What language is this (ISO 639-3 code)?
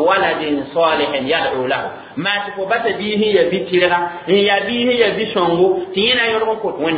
mos